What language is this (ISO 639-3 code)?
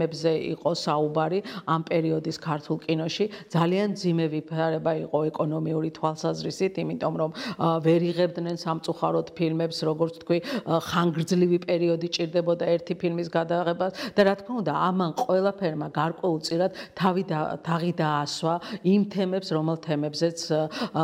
kat